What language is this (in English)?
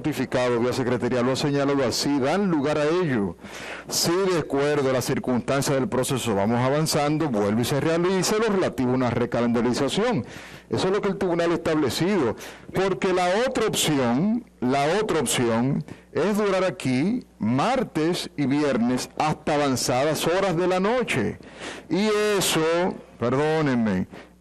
Spanish